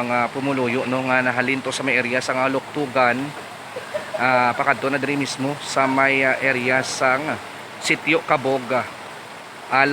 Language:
Hiligaynon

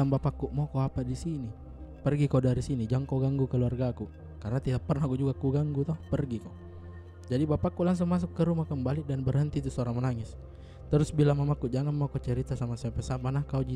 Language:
Makassar Malay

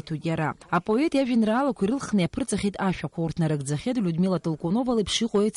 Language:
Abkhazian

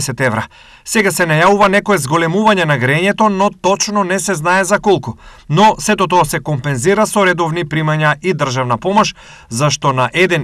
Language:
Macedonian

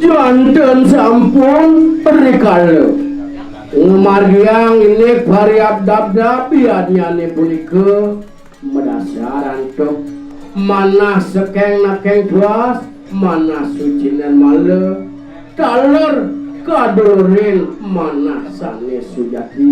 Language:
Balinese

